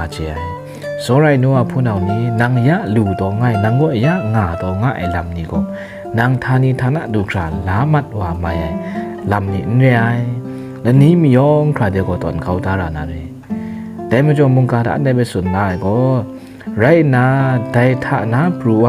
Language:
Kachin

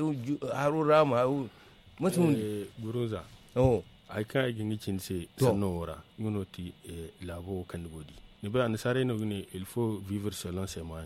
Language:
Zarma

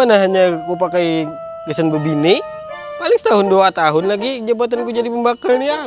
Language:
Banjar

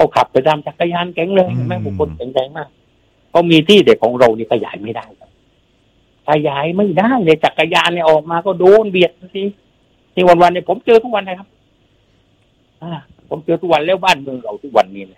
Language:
Thai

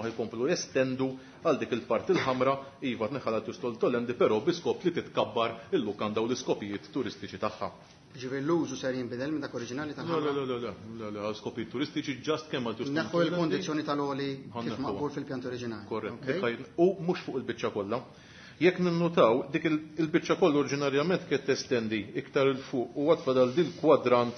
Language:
Maltese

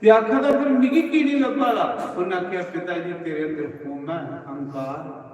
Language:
Dogri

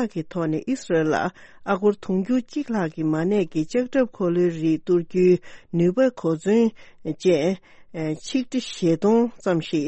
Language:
Tibetan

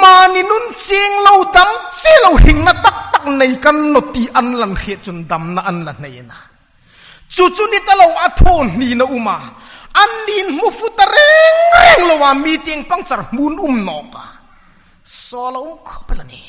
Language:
Hmar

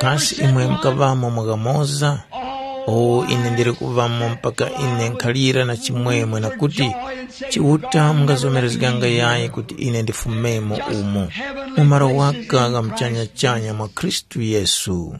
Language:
Tumbuka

